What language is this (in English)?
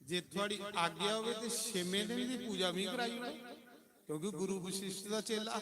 Dogri